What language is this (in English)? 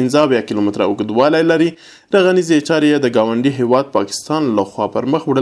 Pashto